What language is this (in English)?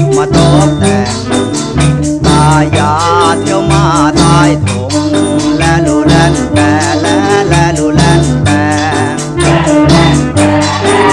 Thai